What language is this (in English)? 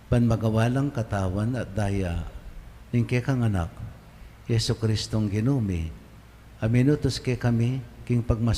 Pampanga